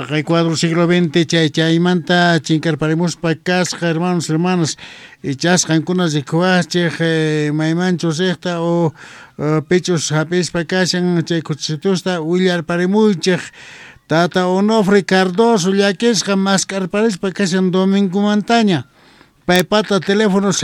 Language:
South Bolivian Quechua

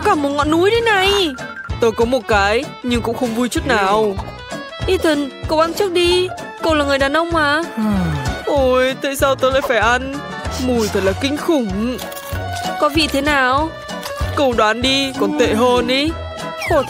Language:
Vietnamese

